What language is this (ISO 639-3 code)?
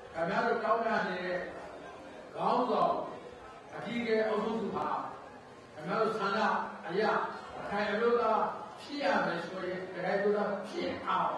mya